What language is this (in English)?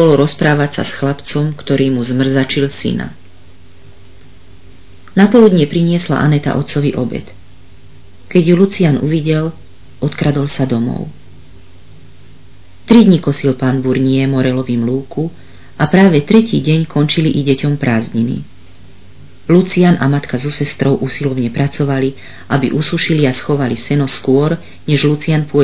Slovak